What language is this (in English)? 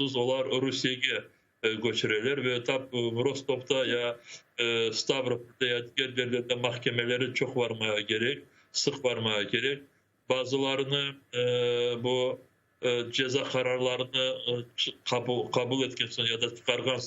Crimean Tatar